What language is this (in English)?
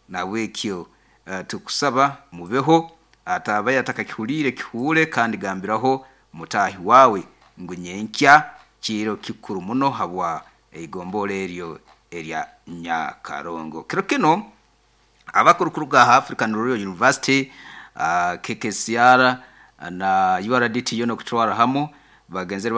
Nyoro